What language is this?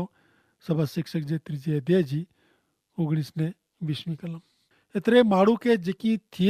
Kachhi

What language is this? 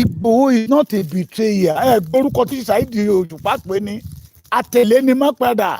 Yoruba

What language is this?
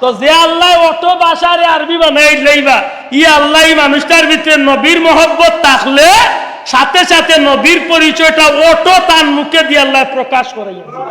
Sylheti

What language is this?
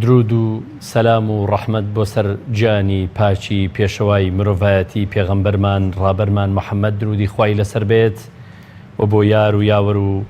Central Kurdish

